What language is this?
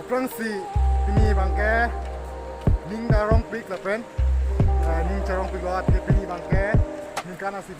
Karbi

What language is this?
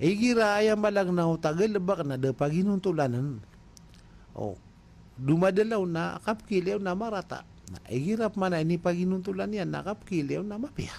Maranao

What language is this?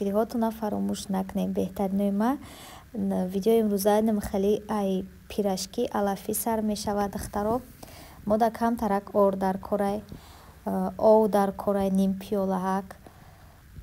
Tajik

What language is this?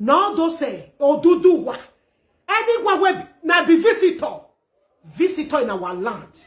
Nigerian Pidgin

